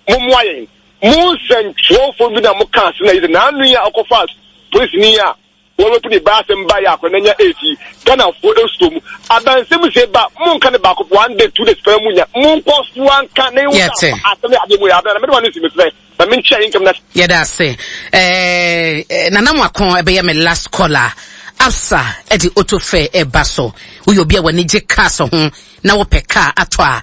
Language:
Akan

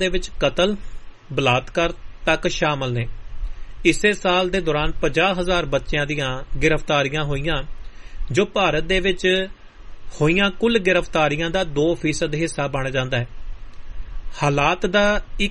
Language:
Punjabi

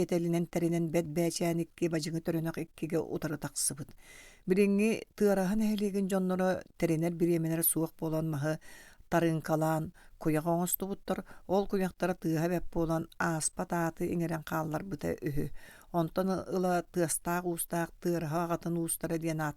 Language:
Yakut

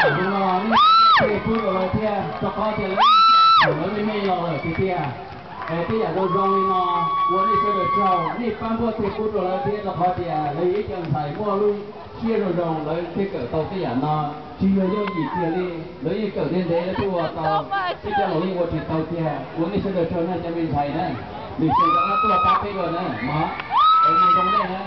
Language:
Hmong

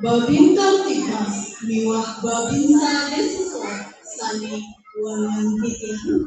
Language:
Balinese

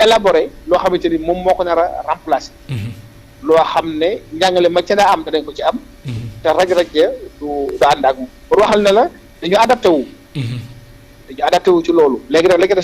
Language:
Wolof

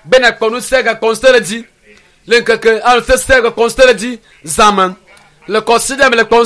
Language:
Ewe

